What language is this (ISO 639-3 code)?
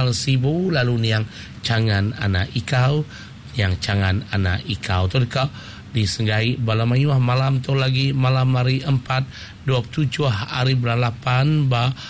iba